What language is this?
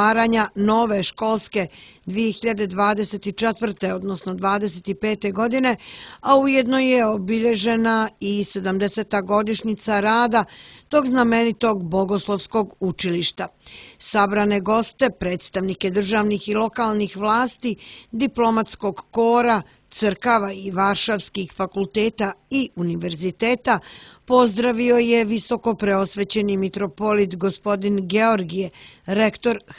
Serbian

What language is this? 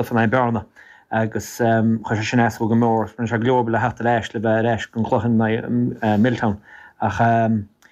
Irish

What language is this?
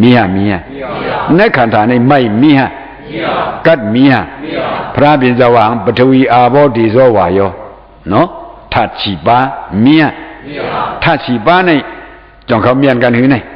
Shan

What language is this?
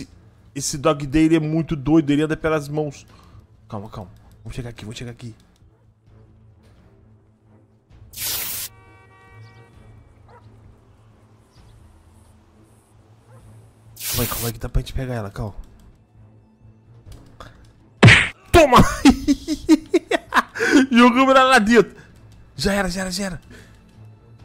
Portuguese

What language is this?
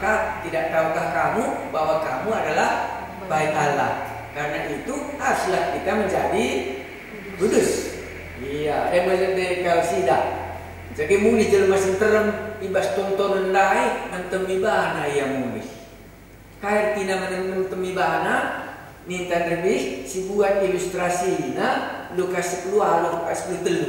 Batak Karo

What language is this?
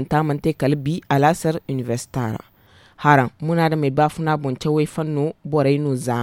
Zarma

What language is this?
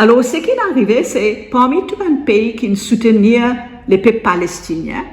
Morisyen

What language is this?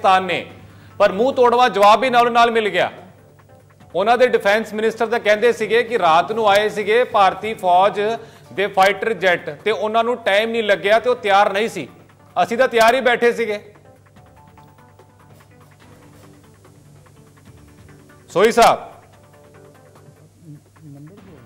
Punjabi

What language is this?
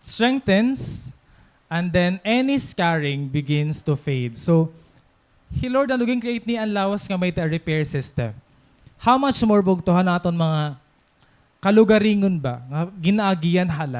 Waray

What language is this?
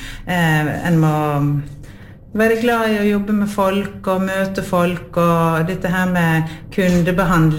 Norwegian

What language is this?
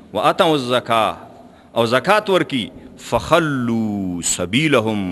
Pashto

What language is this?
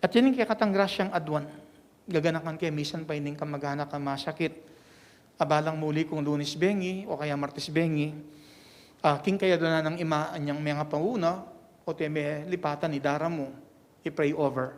Pampanga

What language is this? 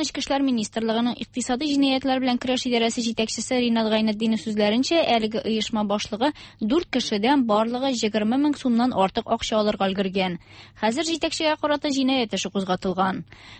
Tatar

